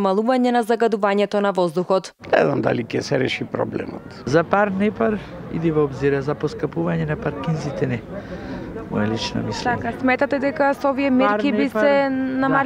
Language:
Macedonian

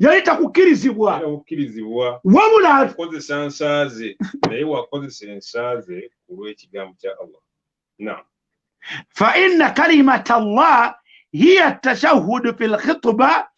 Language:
Ganda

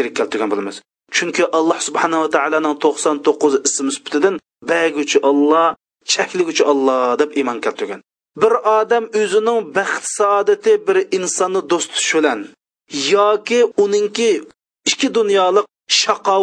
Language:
Uyghur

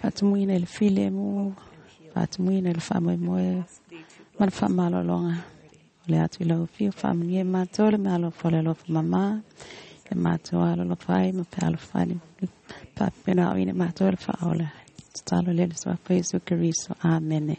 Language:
Samoan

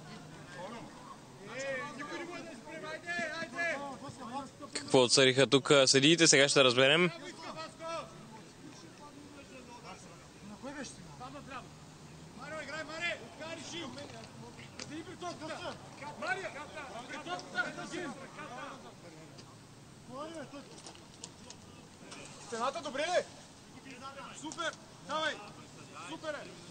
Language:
Bulgarian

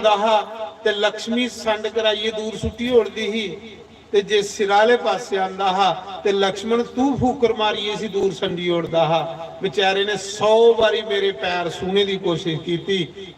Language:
Dogri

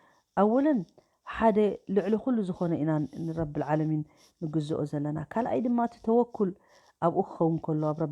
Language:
Tigrinya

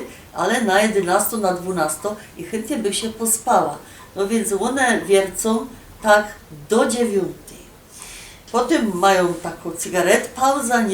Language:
Silesian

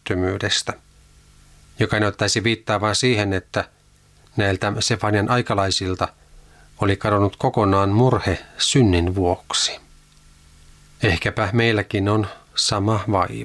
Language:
Finnish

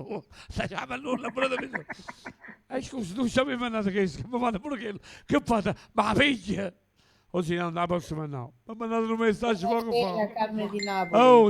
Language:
Neapolitan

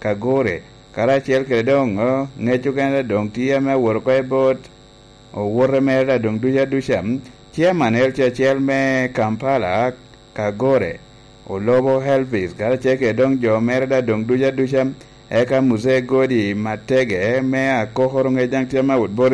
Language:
Lango (Uganda)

